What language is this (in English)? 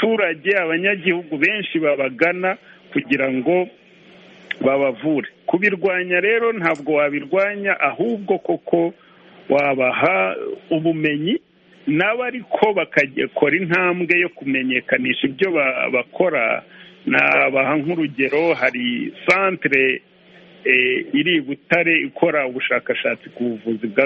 Kinyarwanda